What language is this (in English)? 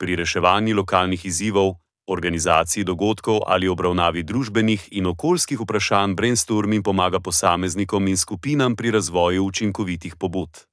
Slovenian